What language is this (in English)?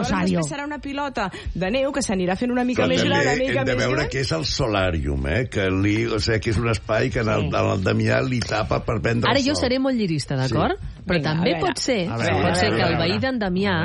Catalan